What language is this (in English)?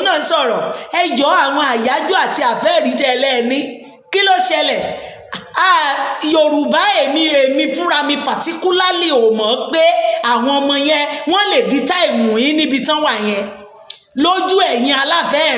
Yoruba